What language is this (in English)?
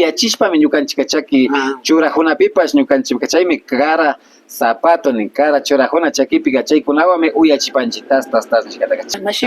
Imbabura Highland Quichua